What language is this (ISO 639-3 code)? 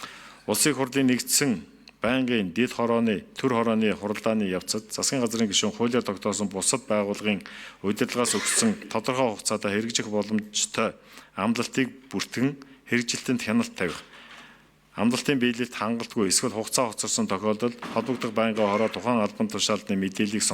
mon